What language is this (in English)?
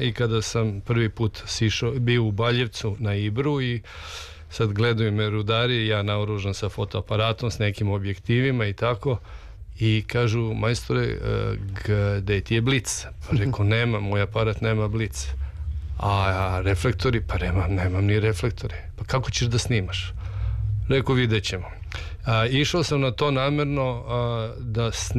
Serbian